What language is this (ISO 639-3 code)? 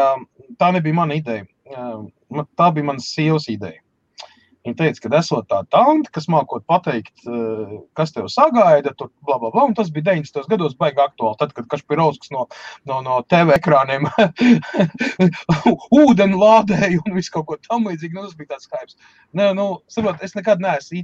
lav